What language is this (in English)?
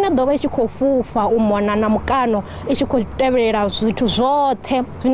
Venda